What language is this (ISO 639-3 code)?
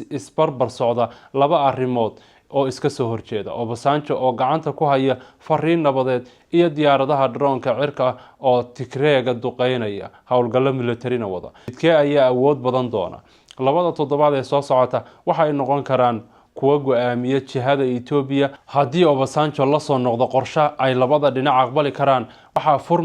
som